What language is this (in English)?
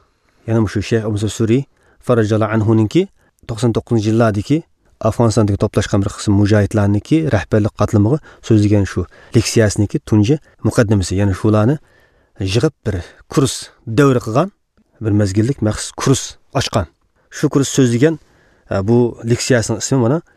Uyghur